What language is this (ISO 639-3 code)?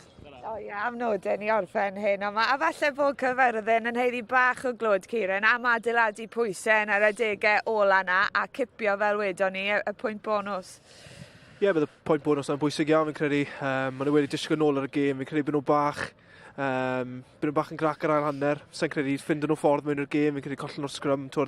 cym